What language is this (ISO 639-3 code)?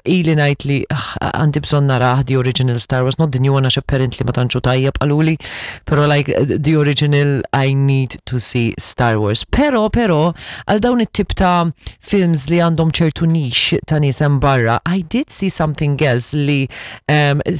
mlt